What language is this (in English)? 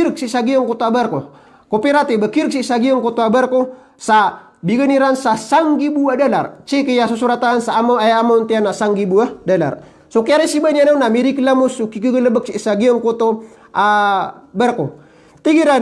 Maranao